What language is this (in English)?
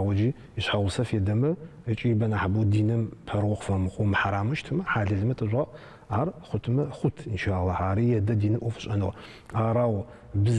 Adyghe